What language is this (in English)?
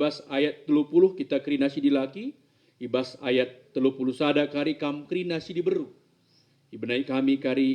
Batak Karo